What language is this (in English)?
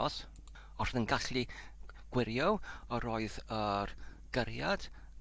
Welsh